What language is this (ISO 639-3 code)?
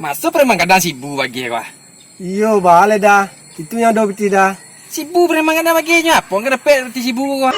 min